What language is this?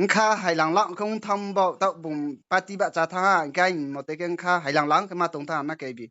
Riang (India)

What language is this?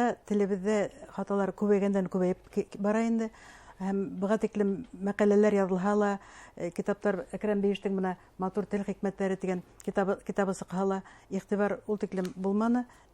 Bashkir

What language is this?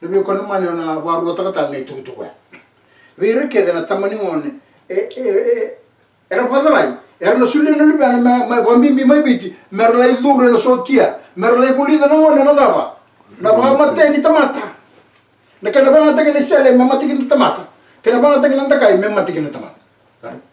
Fijian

